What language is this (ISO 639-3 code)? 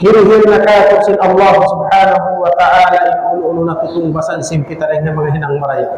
tsg